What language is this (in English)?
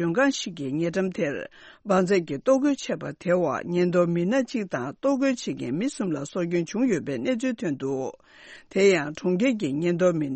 Tibetan